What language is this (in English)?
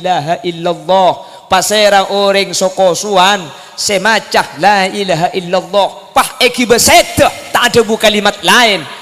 Madurese